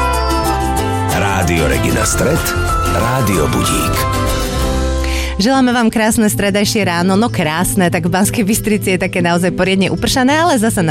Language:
Slovak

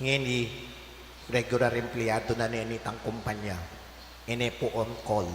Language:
Pampanga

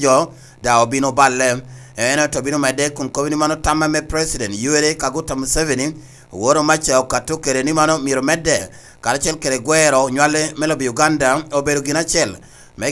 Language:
Lango (Uganda)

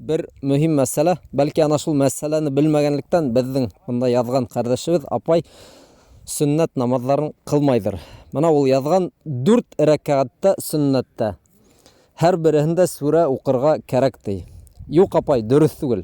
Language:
Bashkir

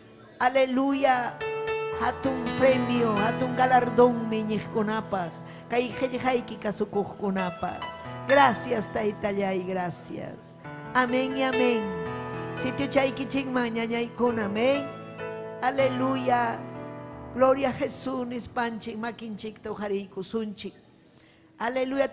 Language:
Ayacucho Quechua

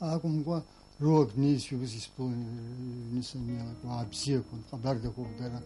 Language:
Abkhazian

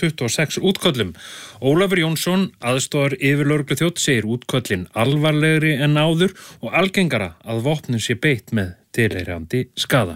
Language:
Icelandic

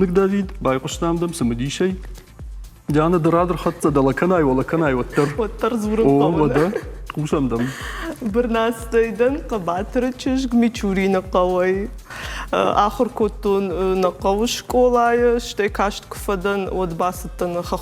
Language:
Ossetic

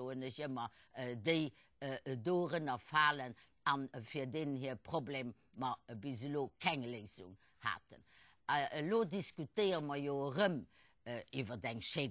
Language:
Luxembourgish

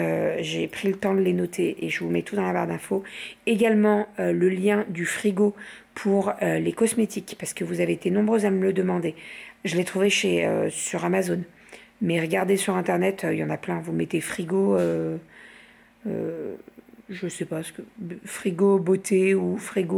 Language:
French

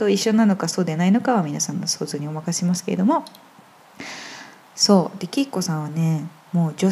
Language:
Japanese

